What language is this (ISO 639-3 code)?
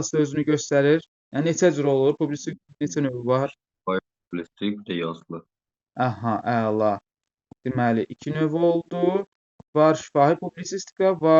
aze